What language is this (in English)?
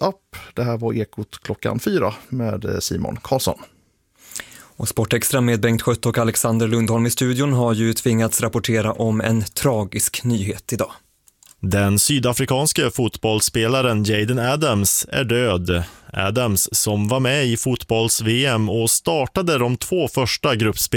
Swedish